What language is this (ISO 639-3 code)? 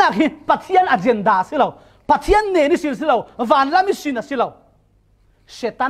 cfm